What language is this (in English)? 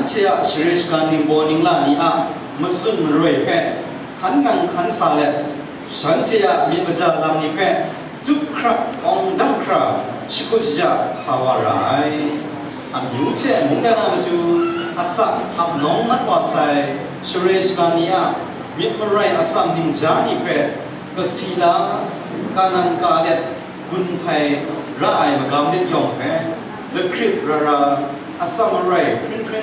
Kachin